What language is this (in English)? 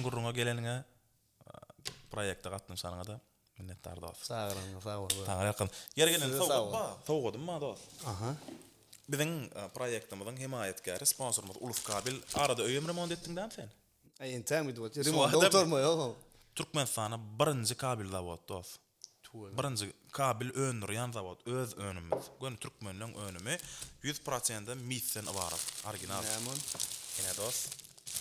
Turkmen